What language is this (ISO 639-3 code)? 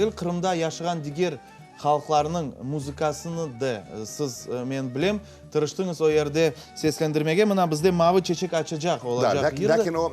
crh